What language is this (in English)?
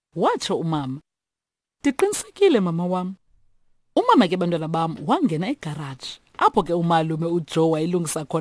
Xhosa